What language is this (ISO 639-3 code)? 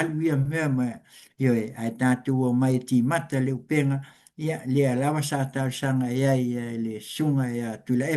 smo